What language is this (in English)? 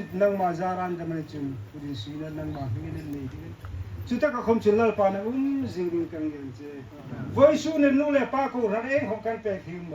Hmar